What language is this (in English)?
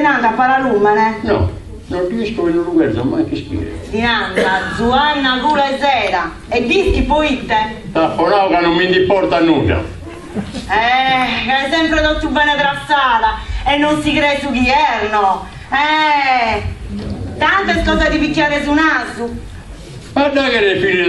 Sardinian